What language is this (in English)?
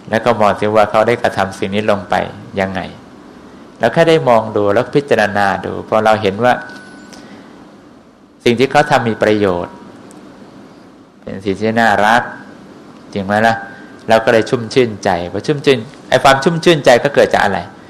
Thai